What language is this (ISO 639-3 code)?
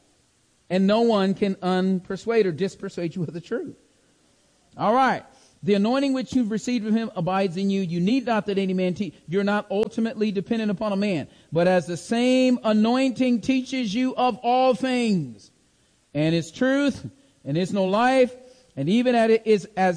eng